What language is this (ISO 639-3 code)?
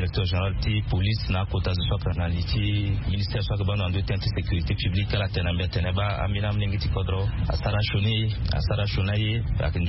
sag